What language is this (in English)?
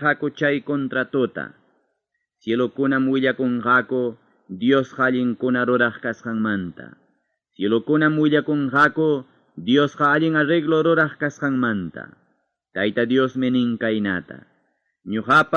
Ayacucho Quechua